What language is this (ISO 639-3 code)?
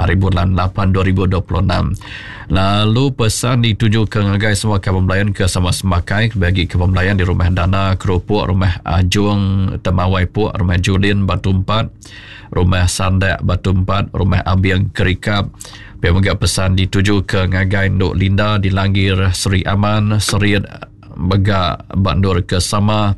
iba